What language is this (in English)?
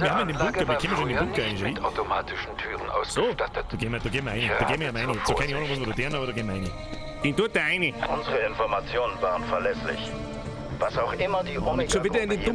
Bavarian